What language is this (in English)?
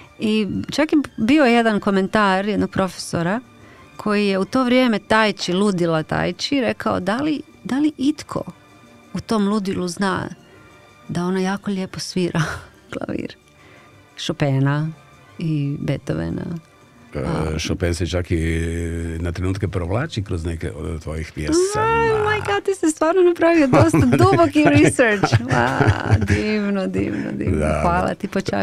Croatian